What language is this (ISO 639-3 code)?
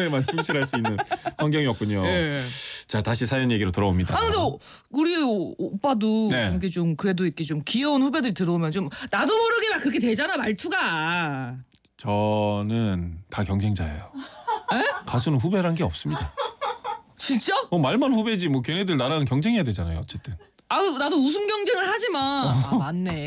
kor